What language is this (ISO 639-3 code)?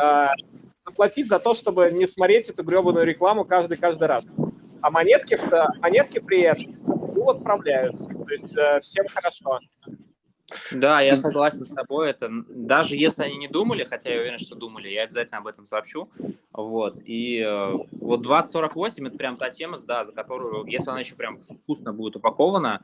rus